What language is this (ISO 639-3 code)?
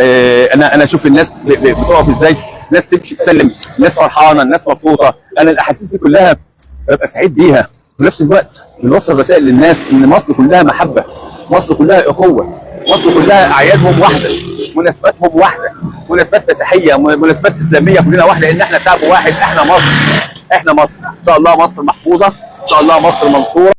arz